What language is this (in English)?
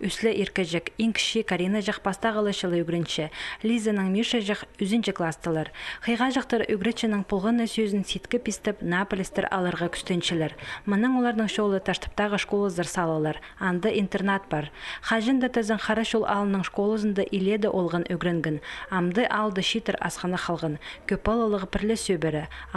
Khakas